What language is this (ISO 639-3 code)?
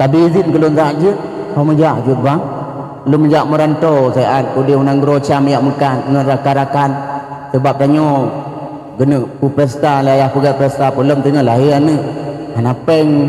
ace